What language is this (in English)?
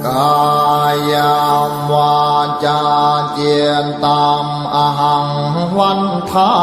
Pali